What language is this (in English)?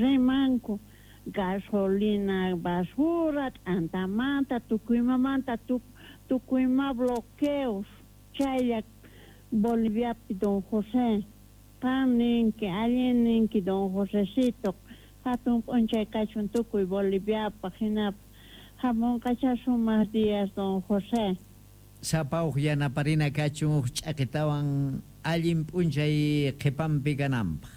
South Bolivian Quechua